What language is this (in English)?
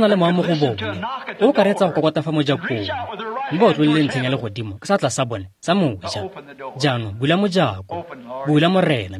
Tswana